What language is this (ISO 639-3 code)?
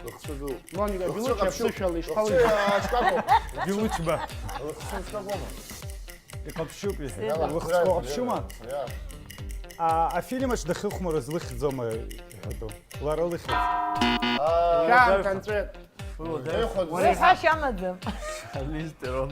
abk